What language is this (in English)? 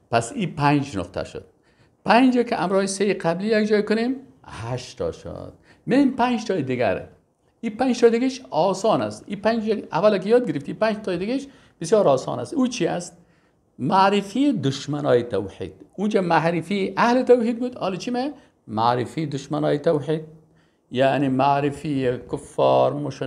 Persian